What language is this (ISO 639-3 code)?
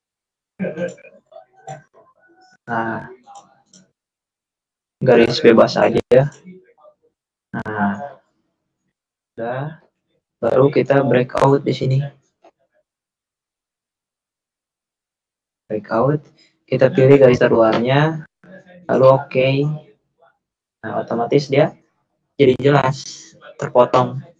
ind